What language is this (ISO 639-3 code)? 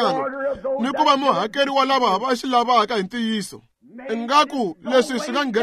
tso